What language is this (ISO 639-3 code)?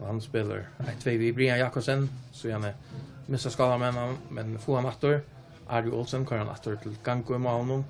fao